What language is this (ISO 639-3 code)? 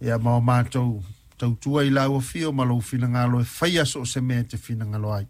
smo